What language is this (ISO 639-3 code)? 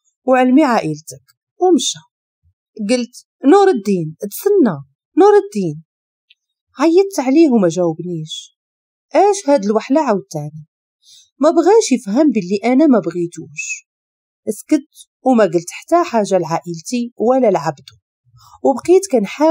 ary